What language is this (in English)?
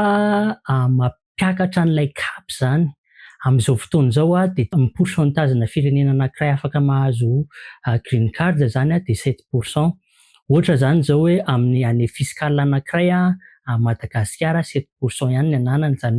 Malagasy